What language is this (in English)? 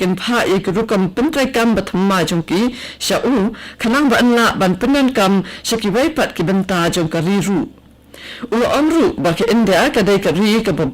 Khasi